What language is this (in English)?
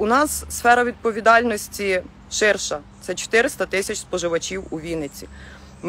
Ukrainian